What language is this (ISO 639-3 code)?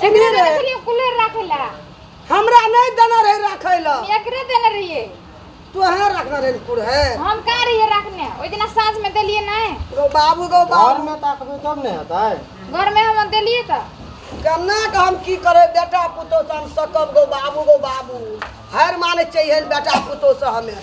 mai